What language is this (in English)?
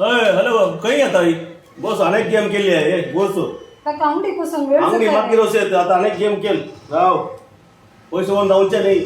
Konkani